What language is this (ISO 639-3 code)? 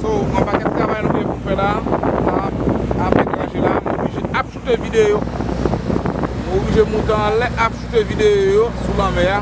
hat